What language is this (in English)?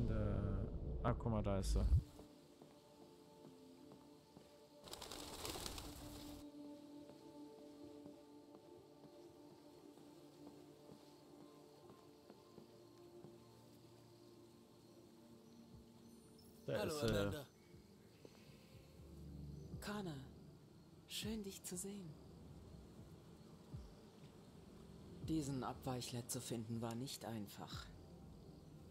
German